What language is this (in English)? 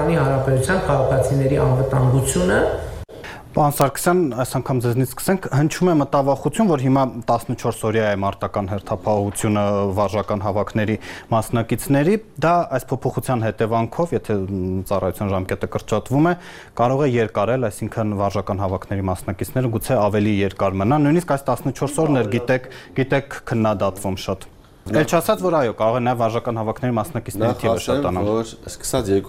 Armenian